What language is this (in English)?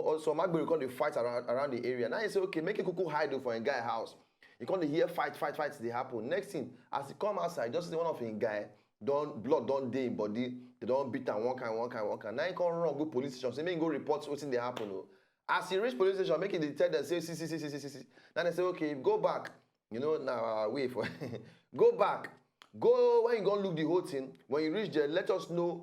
Nigerian Pidgin